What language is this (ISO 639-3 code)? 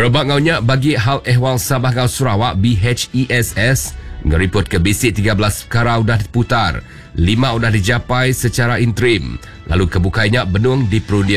iba